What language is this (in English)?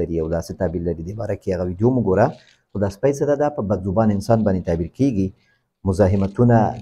Pashto